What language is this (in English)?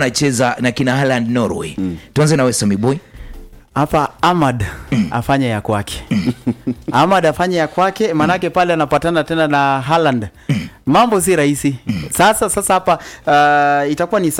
Swahili